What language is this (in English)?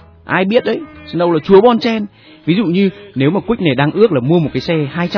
Vietnamese